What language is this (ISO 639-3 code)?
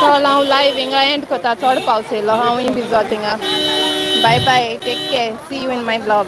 kok